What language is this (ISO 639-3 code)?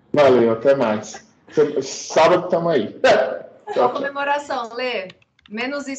por